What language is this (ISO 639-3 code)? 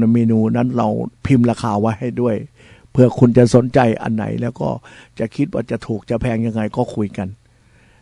tha